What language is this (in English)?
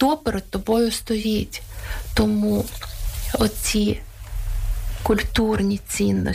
Ukrainian